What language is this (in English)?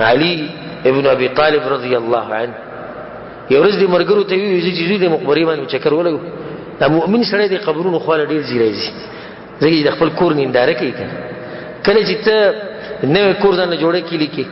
Pashto